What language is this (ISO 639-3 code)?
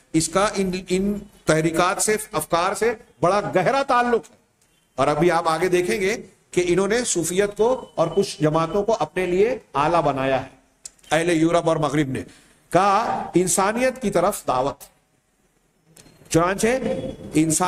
urd